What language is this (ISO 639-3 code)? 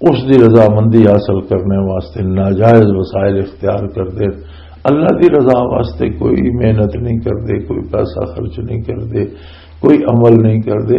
lah